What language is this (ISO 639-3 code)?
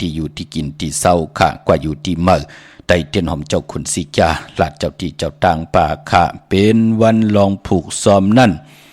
shn